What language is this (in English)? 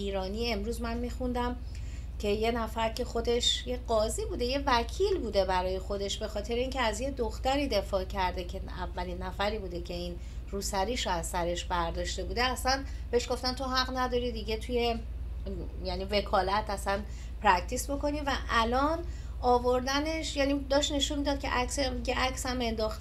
Persian